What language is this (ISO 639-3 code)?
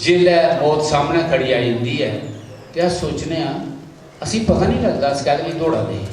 doi